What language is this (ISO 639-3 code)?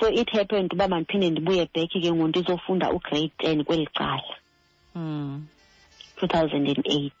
xho